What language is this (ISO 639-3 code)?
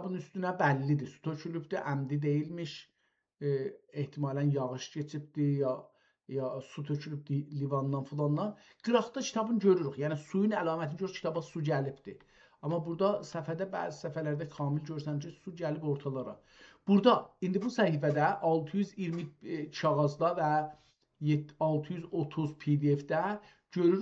azb